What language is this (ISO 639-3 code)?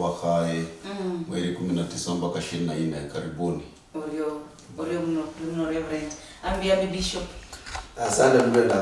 luy